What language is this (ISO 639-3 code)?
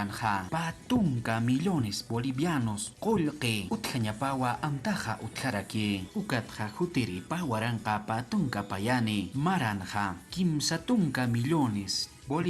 aym